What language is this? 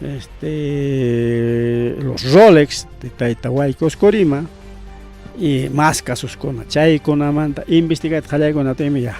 Ayacucho Quechua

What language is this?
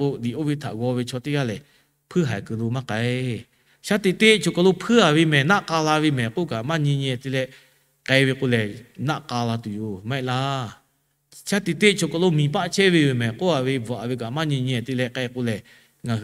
Lahu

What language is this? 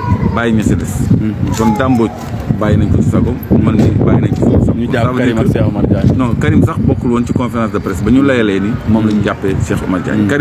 Wolof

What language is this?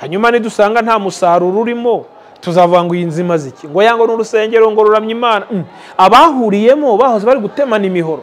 Kinyarwanda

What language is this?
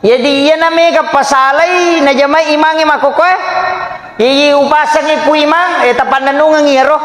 Buginese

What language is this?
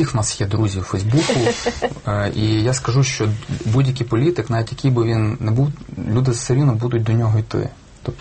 Ukrainian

